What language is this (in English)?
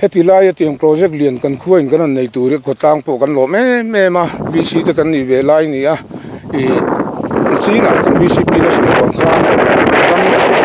Mizo